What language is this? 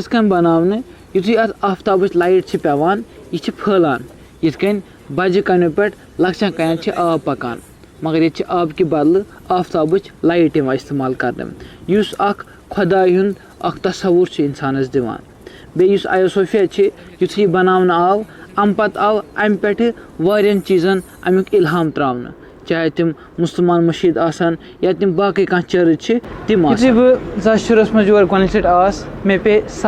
Kashmiri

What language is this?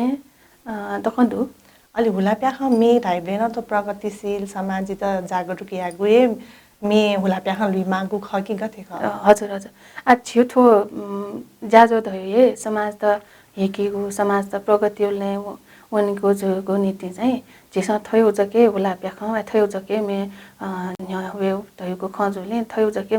Newari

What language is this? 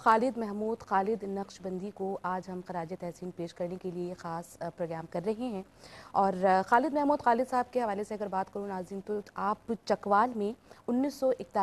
Urdu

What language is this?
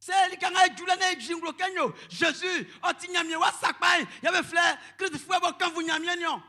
Baoulé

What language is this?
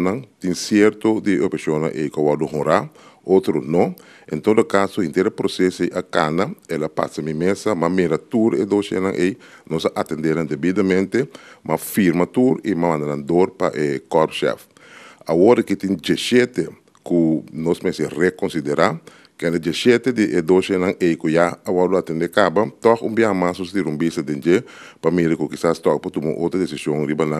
Papiamento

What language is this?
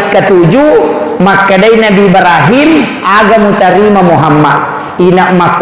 Buginese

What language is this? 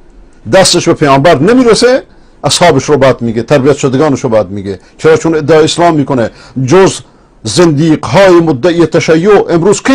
Persian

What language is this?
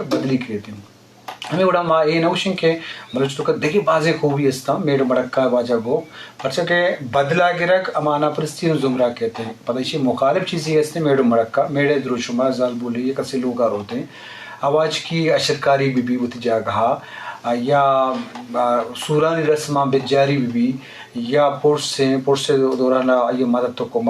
Eastern Balochi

